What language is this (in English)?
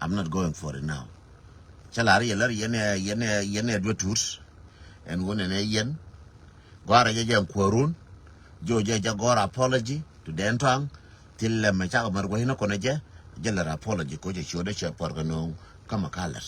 Nuer